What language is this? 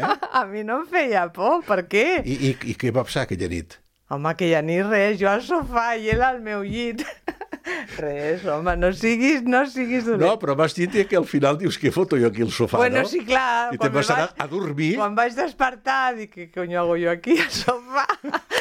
Catalan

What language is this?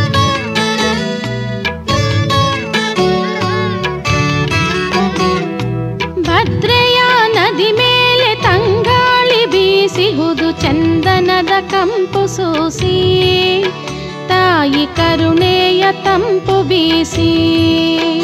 Kannada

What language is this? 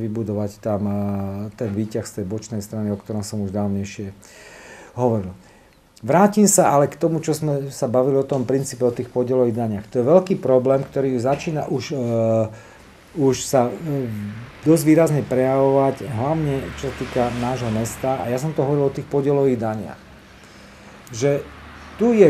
Slovak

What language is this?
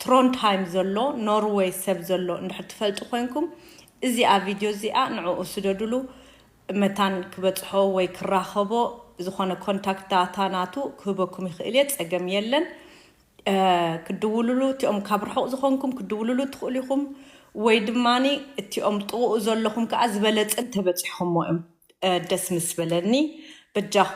Tigrinya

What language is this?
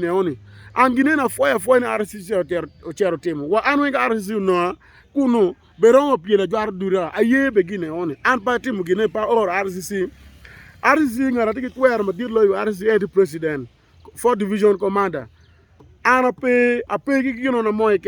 Acoli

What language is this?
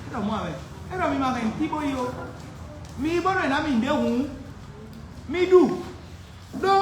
Fon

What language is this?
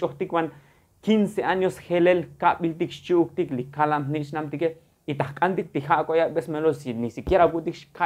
Tzotzil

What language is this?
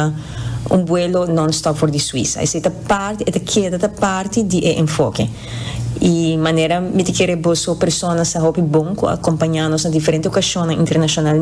Papiamento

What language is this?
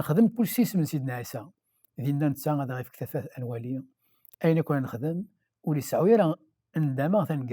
Kabyle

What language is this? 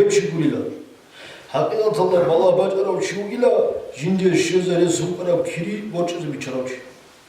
Avaric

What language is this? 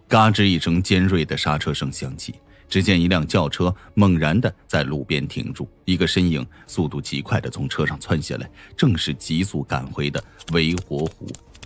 Chinese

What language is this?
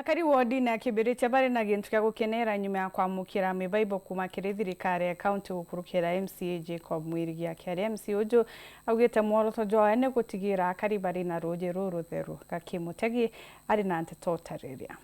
Meru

